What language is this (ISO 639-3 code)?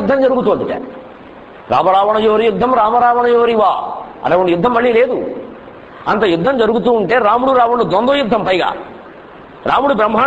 tel